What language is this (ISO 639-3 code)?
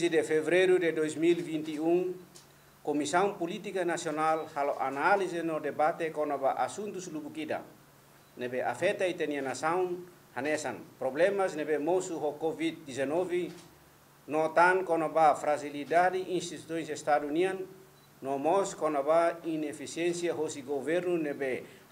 tet